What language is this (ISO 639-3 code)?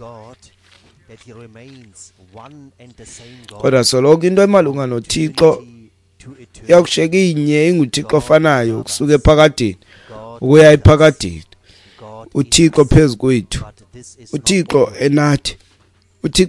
xho